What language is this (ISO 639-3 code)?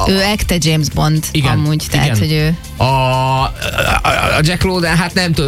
hun